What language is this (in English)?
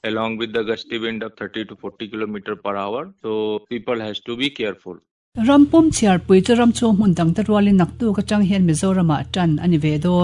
Mizo